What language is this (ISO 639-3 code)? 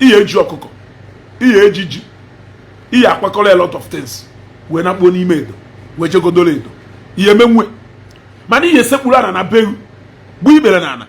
ibo